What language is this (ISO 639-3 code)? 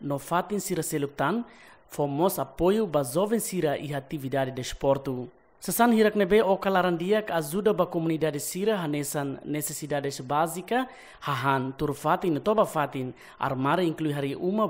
tet